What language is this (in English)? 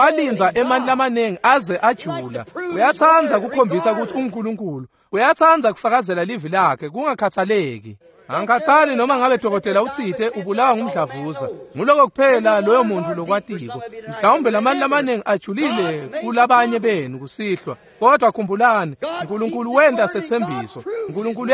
Swati